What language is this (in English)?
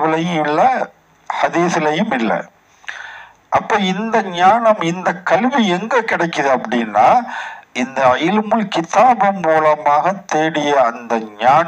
Tamil